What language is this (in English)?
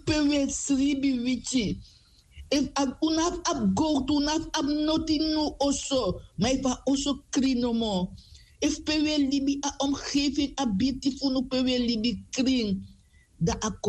Sranan Tongo